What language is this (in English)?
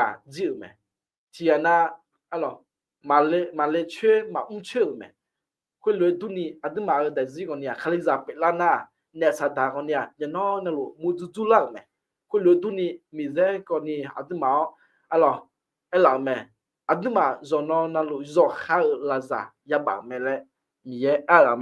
Akha